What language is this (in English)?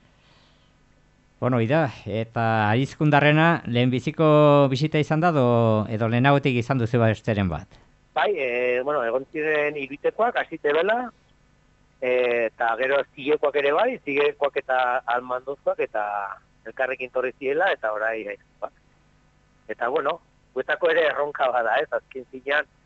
Basque